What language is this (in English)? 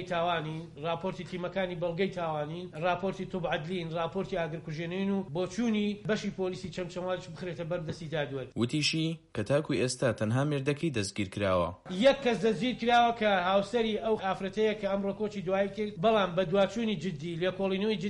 Central Kurdish